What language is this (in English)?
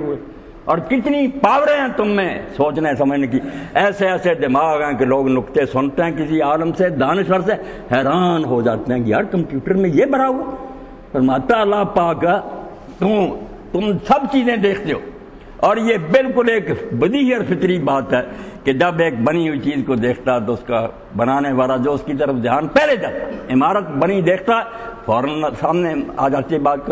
Urdu